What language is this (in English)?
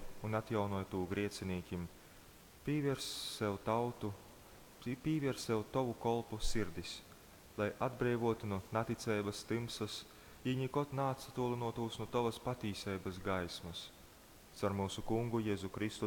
Latgalian